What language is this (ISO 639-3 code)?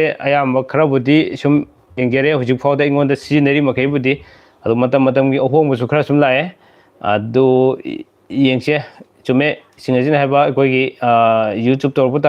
mni